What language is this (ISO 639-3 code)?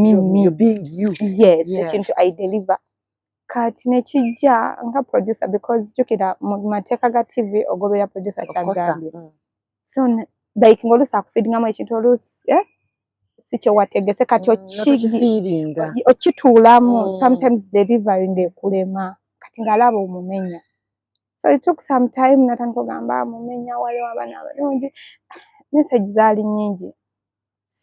lug